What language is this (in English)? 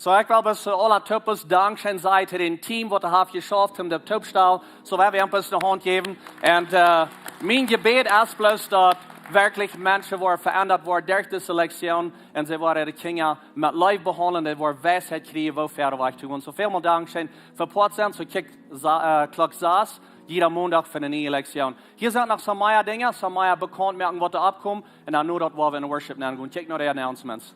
Plautdietsch